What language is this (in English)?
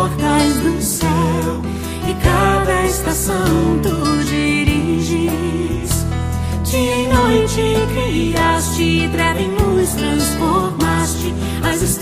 Portuguese